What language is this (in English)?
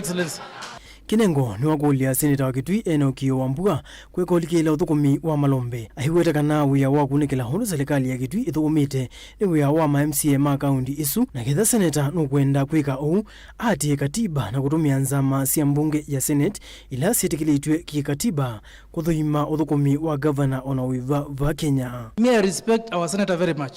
Kamba